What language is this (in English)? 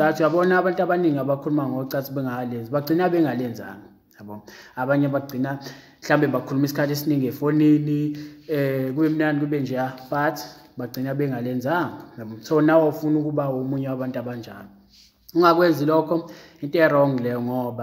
Zulu